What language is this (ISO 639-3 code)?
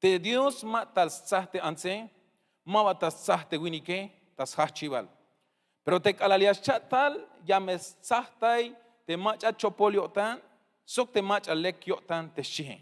tzh